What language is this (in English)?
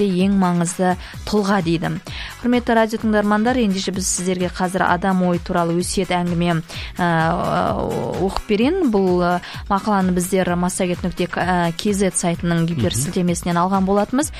Kazakh